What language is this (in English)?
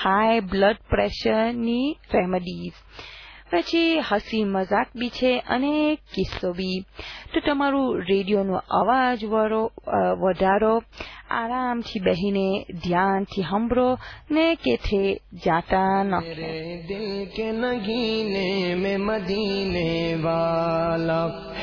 Gujarati